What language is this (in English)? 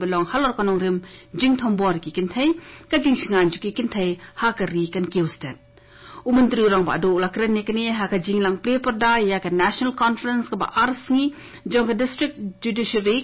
Khasi